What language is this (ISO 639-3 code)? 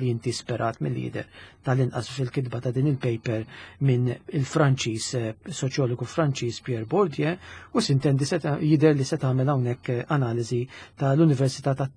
mlt